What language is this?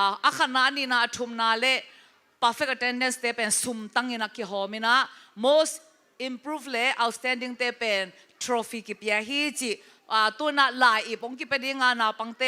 Tedim Chin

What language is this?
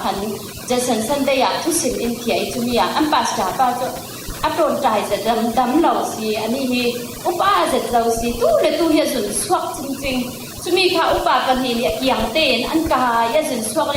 Falam Chin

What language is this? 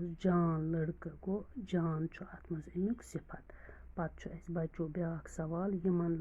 Kashmiri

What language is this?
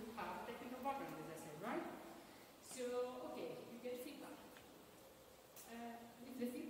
English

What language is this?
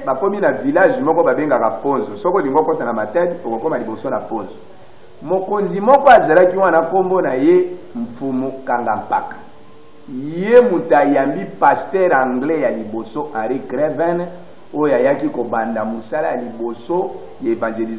Lingala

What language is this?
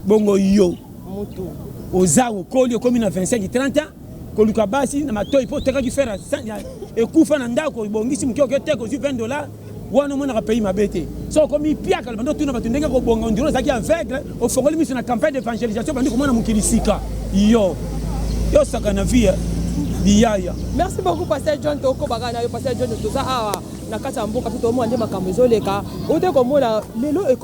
Lingala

